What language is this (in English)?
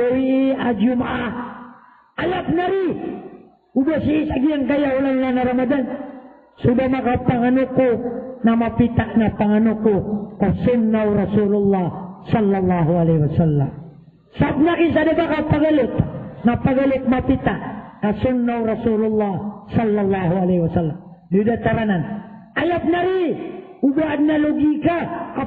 Maranao